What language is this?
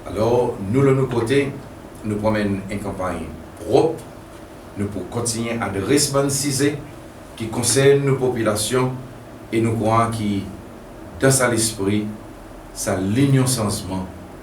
Seselwa Creole French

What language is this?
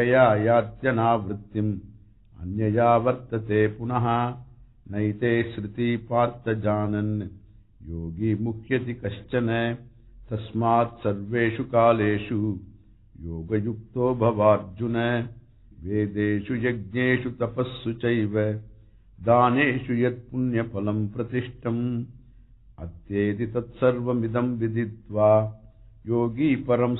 Sanskrit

